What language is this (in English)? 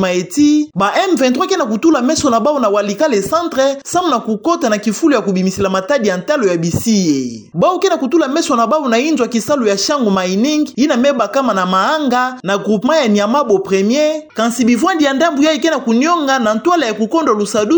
Kituba (Democratic Republic of Congo)